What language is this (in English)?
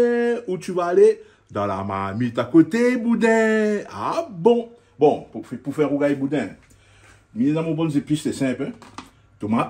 Réunion Creole French